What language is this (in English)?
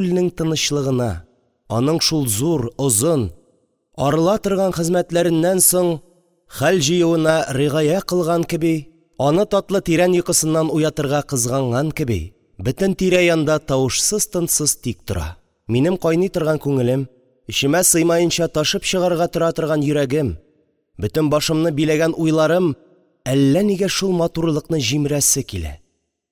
Tatar